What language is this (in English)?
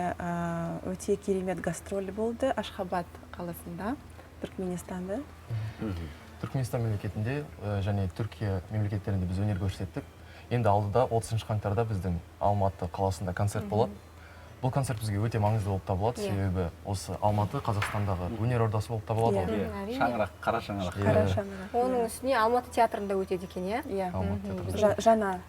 Kazakh